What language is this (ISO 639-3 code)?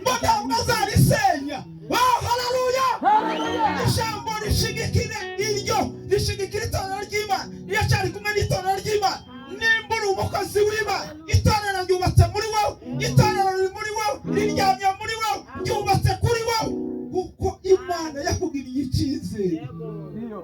kin